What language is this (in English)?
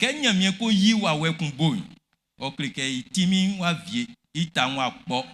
Baoulé